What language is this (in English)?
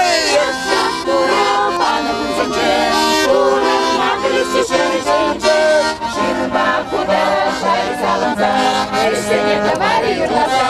Chuvash